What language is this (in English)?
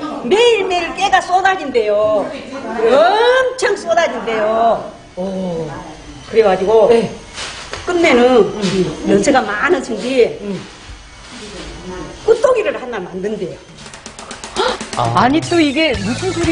Korean